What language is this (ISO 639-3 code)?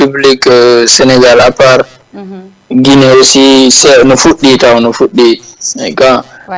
ful